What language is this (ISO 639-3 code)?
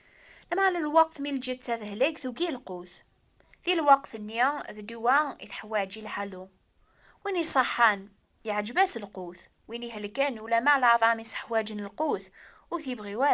kab